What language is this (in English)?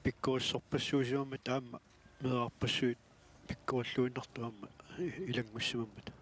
Kalaallisut